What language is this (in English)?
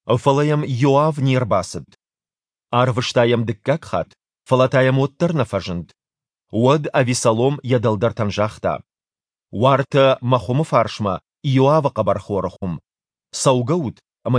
Ossetic